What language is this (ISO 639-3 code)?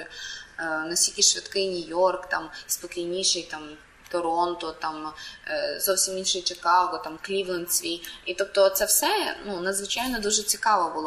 ukr